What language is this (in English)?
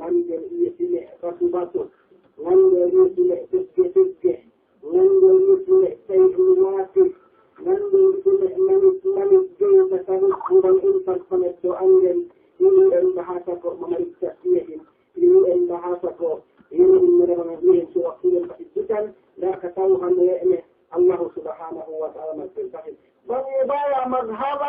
Yakan